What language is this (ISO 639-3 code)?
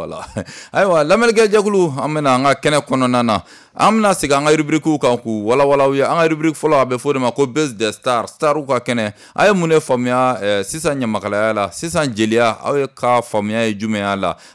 bam